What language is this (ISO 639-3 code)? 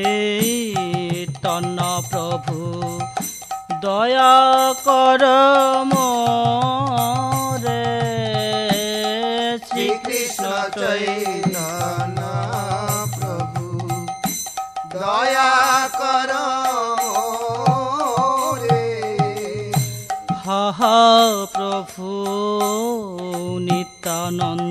ben